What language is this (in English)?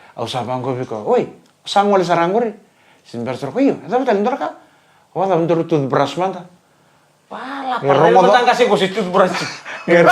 Fijian